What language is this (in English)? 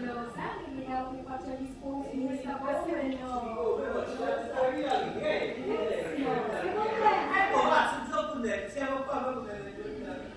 Neapolitan